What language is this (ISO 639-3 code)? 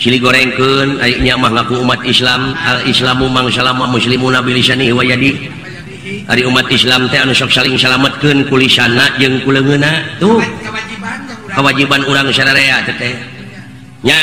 sun